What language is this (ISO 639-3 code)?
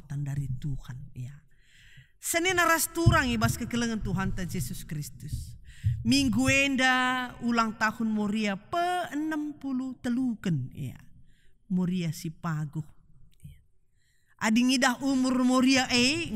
btx